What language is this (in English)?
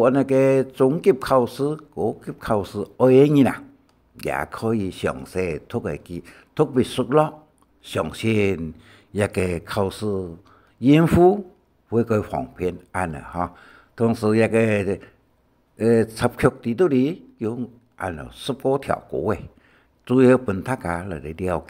Hakka Chinese